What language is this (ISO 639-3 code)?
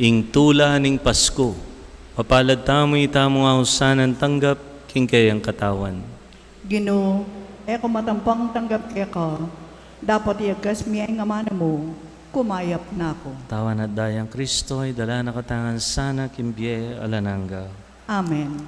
pam